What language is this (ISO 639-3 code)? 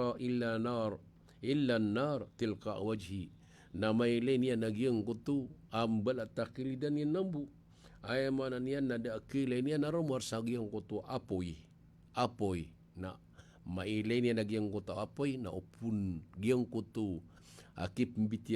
mrw